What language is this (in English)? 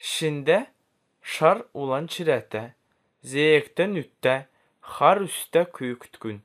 Kalmyk